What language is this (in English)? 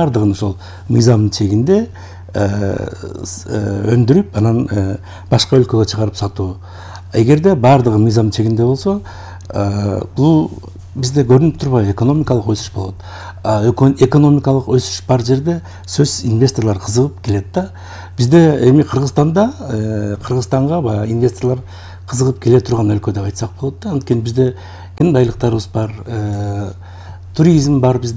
Kyrgyz